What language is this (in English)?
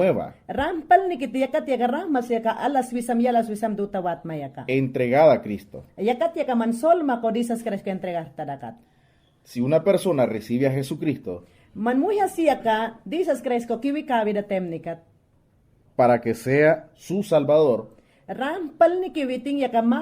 Mayangna